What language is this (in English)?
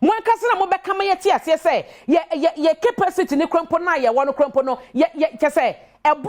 Akan